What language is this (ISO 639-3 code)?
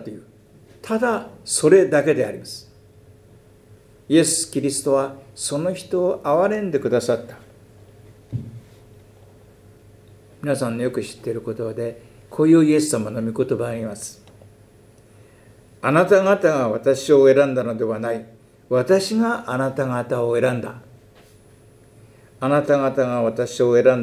jpn